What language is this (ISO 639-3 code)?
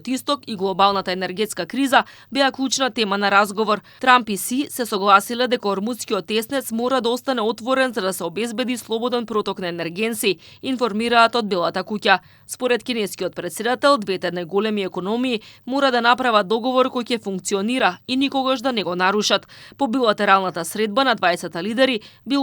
mkd